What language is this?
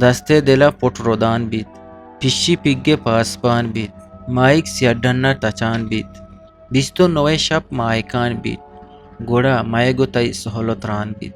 Eastern Balochi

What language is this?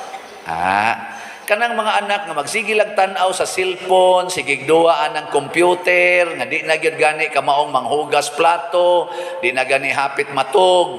Cebuano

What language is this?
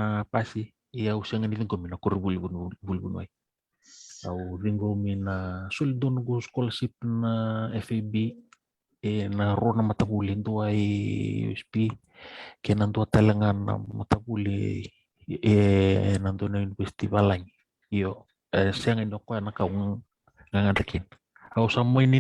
Fijian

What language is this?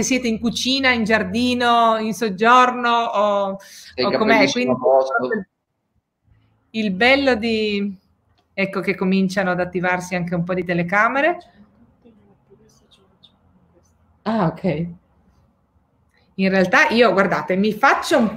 Italian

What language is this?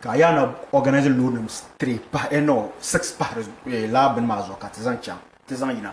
Dagbani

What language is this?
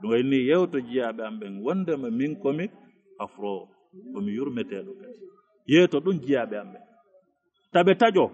Fula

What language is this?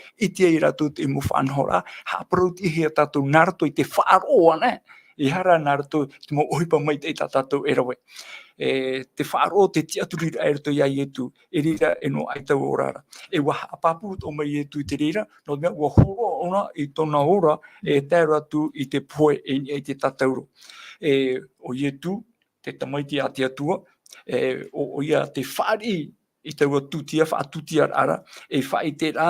Tahitian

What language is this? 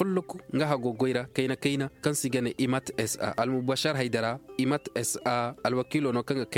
Koyraboro Senni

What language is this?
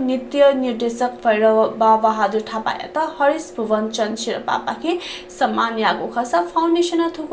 Newari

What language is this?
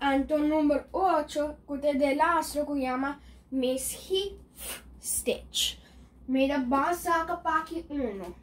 Papiamento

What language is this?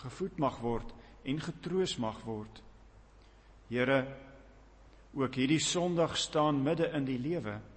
Afrikaans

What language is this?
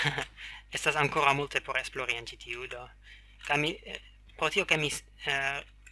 Esperanto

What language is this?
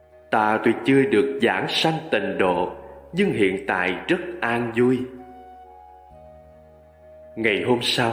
Vietnamese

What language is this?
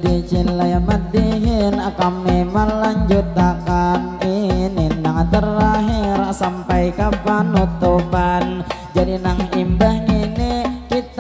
Banjar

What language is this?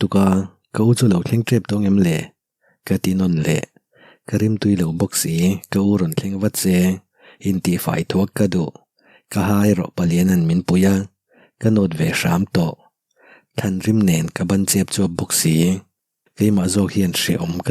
Mizo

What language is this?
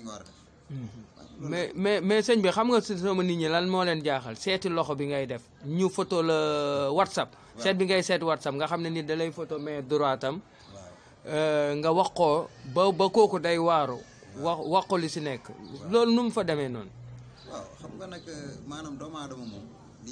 Wolof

